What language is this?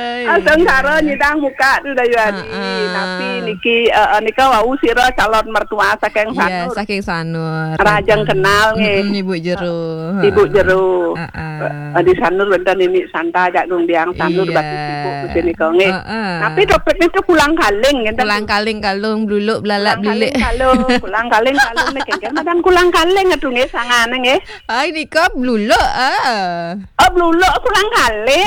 Balinese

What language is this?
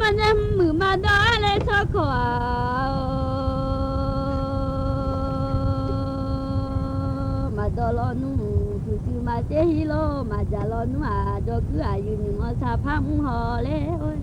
Akha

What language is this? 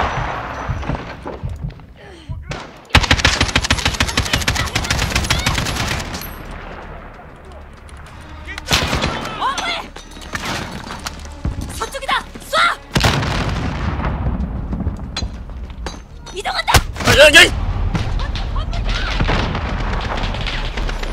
Korean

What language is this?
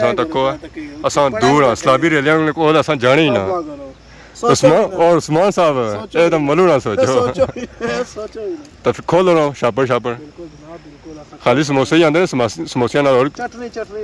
Pahari-Potwari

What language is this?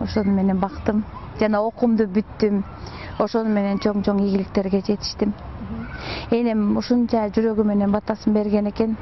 Kyrgyz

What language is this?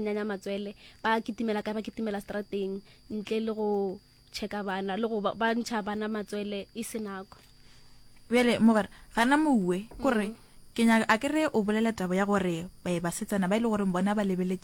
Northern Sotho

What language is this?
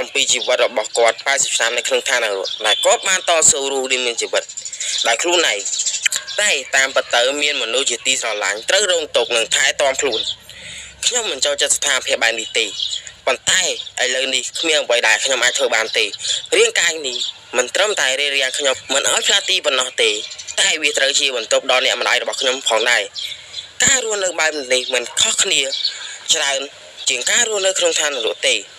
Khmer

